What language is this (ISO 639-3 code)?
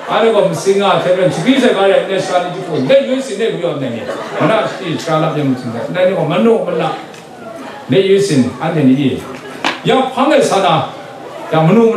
kac